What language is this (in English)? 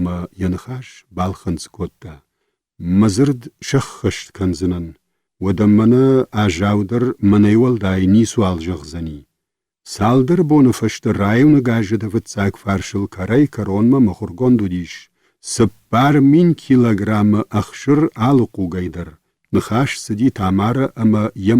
Ossetic